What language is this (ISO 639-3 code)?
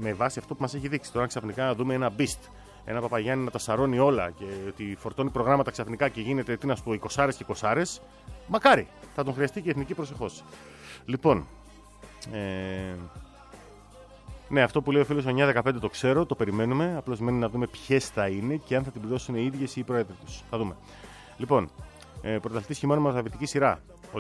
ell